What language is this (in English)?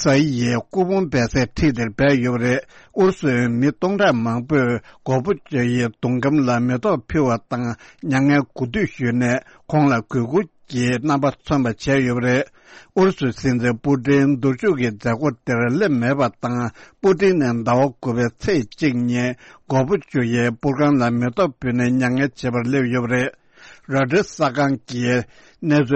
Tibetan